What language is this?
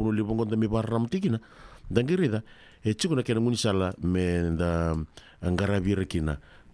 Fijian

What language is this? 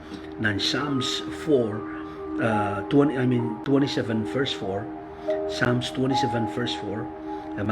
Pohnpeian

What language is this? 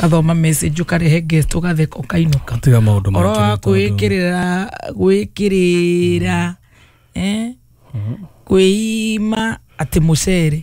Kikuyu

